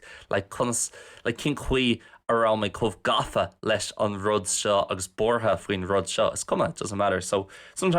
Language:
Irish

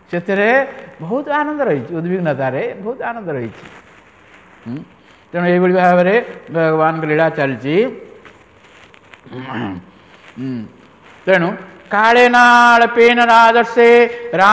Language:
Odia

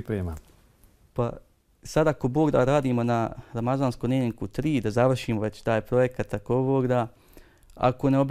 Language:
Bosnian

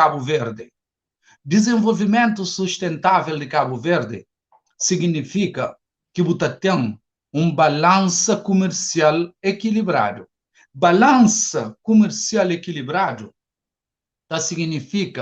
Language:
Kabuverdianu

